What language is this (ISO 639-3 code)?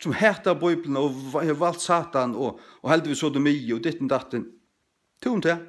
fao